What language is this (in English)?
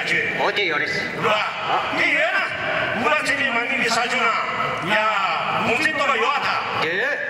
Tibetan